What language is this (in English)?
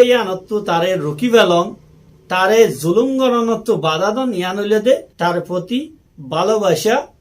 Rohingya